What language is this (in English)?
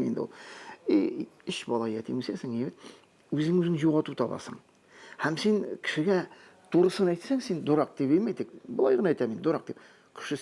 Tatar